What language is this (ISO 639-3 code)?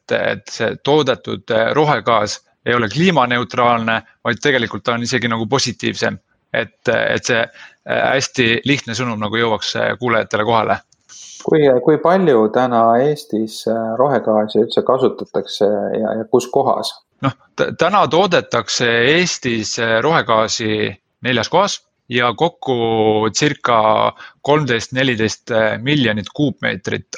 est